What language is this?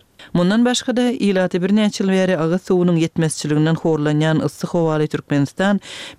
Turkmen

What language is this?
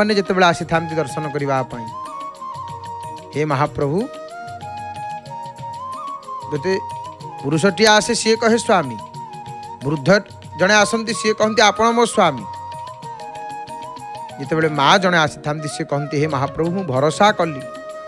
Odia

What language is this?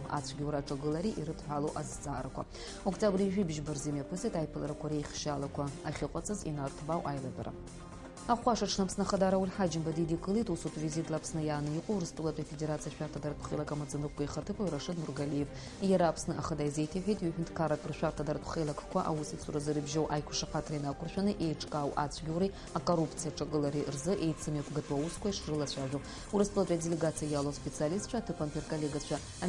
Abkhazian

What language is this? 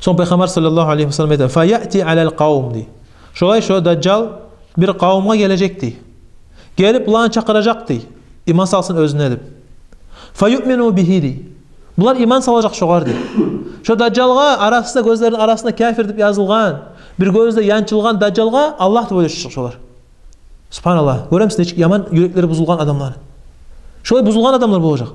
Kumyk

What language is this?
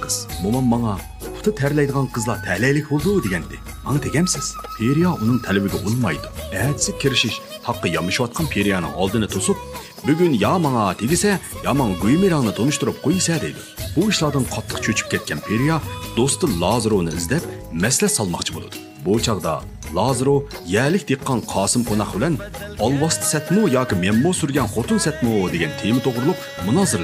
Uyghur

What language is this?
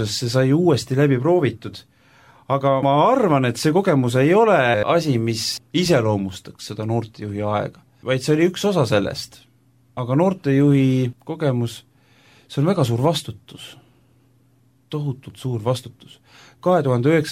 Estonian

